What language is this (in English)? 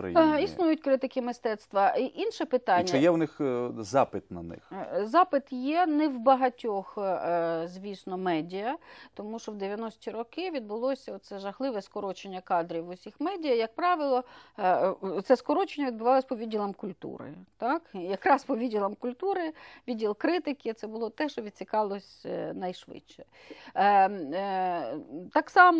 Ukrainian